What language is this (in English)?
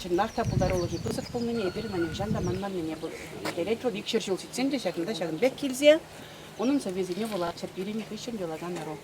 Chuvash